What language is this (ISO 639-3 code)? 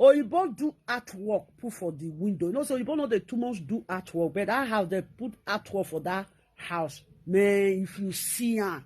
pcm